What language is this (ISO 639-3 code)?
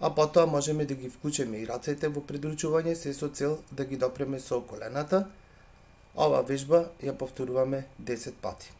mkd